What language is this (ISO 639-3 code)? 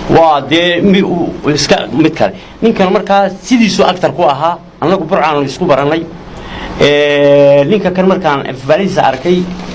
som